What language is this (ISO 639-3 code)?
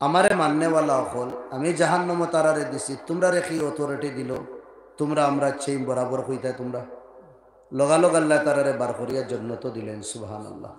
syl